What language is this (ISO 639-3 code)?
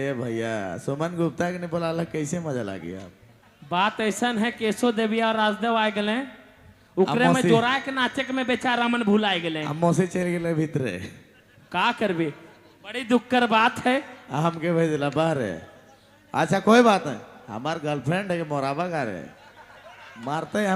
sck